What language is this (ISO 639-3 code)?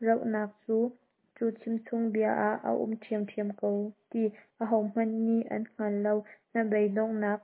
cnh